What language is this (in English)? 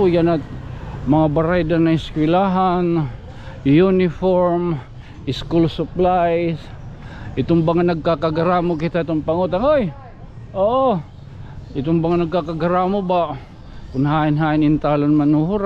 Waray